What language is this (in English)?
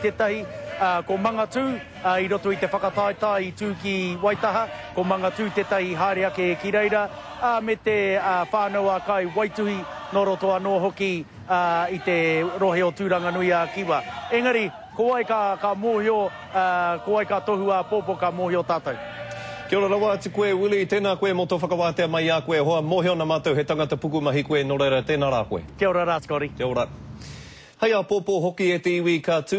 Māori